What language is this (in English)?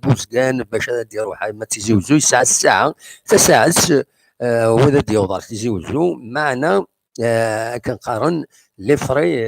Kabyle